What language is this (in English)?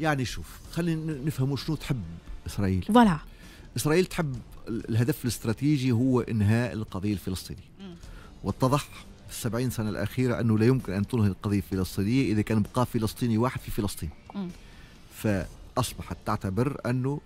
Tunisian Arabic